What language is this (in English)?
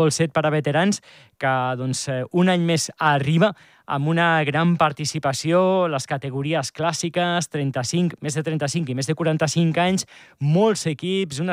Catalan